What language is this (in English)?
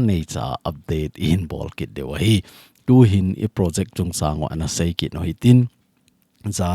Thado Chin